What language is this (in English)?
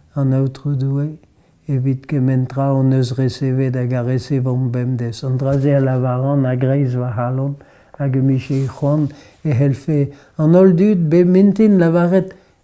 Breton